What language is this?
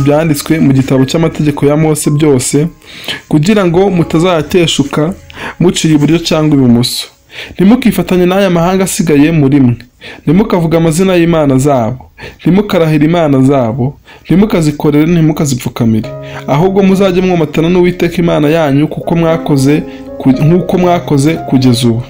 Kinyarwanda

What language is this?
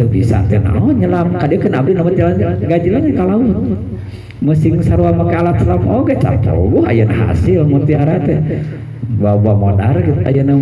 Sundanese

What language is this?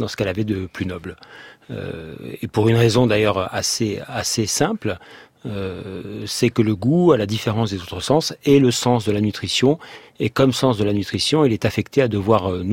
French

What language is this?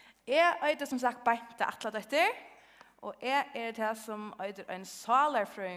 Faroese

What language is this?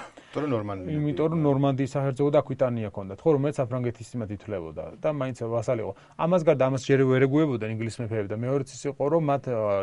Georgian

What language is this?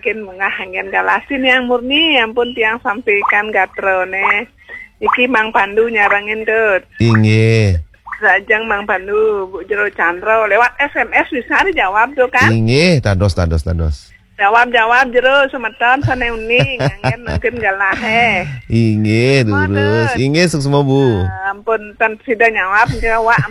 Balinese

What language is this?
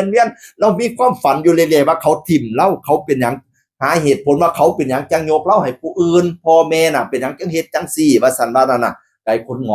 Northeastern Thai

